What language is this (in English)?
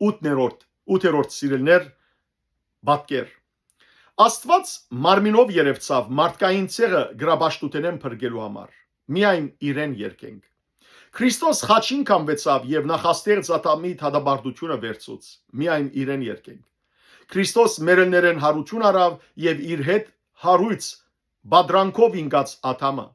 Western Armenian